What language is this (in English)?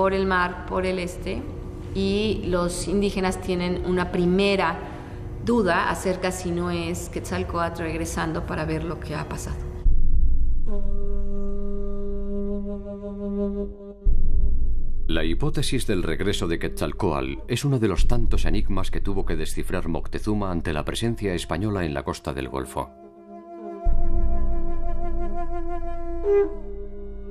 Spanish